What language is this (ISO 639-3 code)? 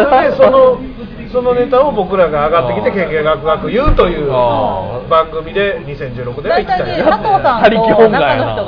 jpn